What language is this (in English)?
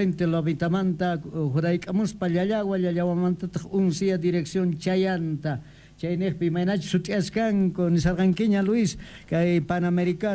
South Bolivian Quechua